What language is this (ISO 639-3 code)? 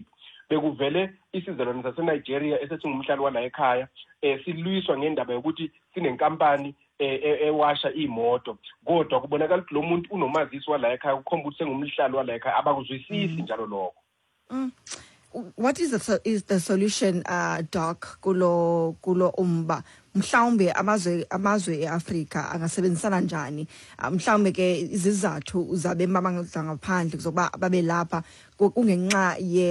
xho